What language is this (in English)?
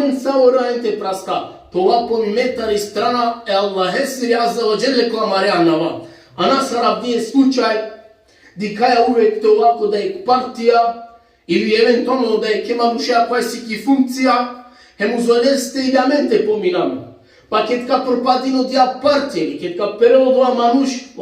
Balkan Romani